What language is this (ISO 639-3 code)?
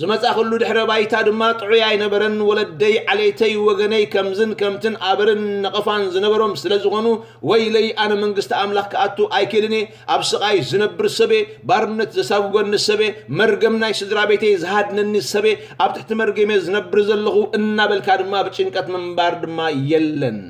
tir